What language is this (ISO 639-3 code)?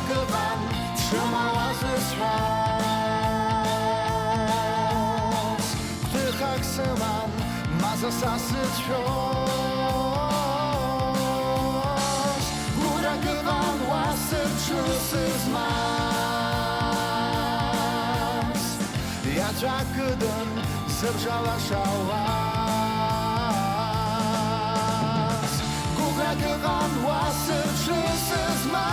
abk